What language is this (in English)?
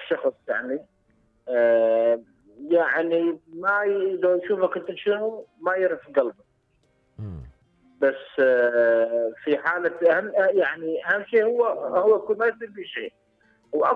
Mesopotamian Arabic